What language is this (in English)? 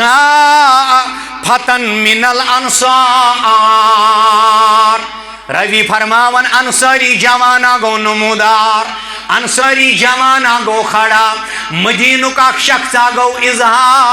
Kashmiri